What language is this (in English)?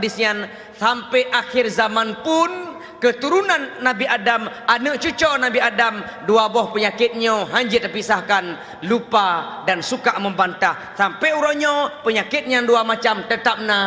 Achinese